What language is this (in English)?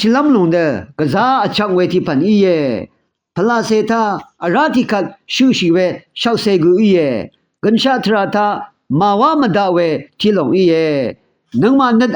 Rawang